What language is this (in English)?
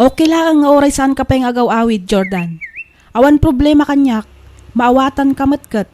Iloko